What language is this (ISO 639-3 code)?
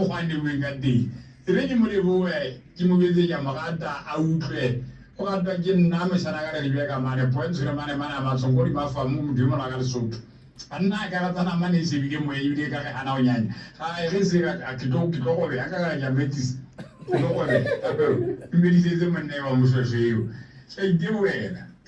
sot